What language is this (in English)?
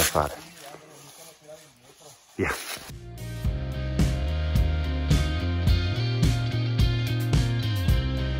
Italian